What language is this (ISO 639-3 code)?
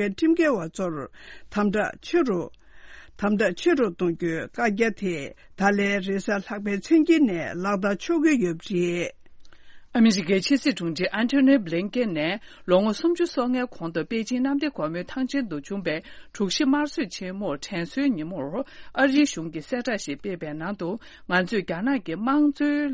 bod